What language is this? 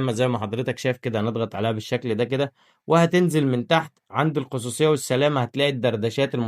Egyptian Arabic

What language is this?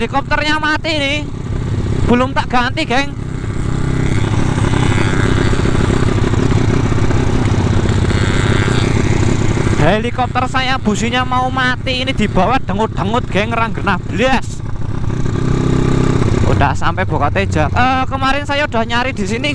Indonesian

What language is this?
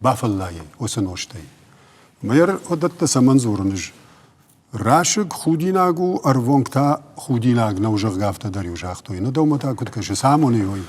Ossetic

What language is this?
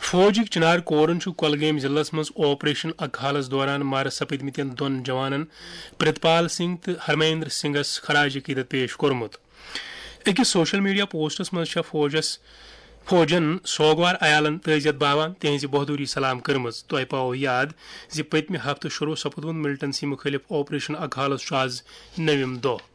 Kashmiri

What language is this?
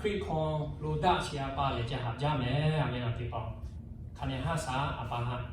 Lahu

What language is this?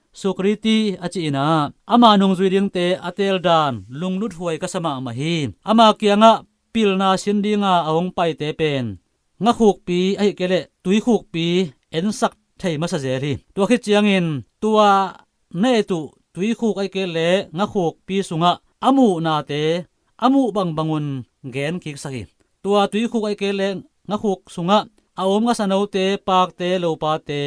Tedim Chin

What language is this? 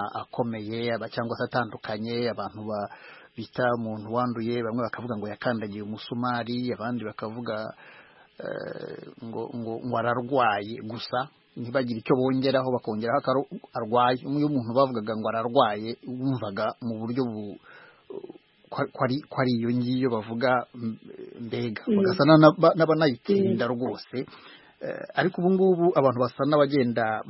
Kinyarwanda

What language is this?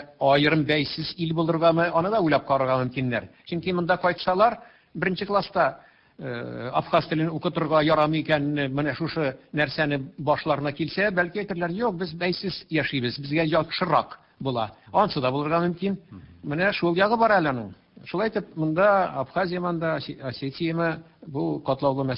Tatar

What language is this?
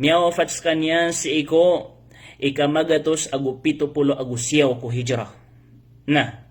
Maranao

